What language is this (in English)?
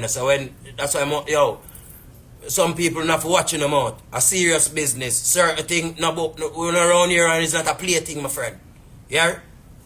Jamaican Creole English